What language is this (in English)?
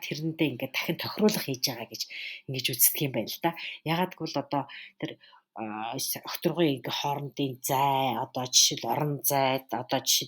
Mongolian